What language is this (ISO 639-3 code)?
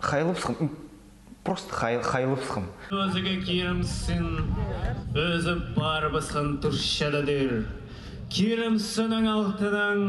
kjh